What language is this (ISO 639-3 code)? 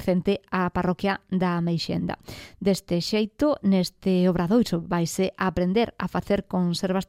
glg